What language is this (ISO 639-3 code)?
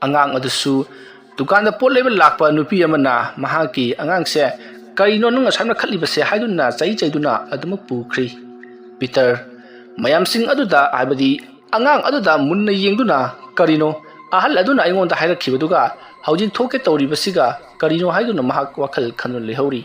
mni